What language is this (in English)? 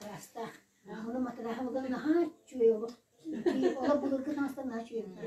Yakut